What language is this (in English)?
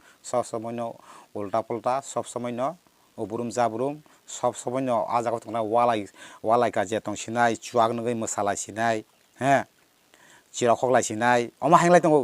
Kok Borok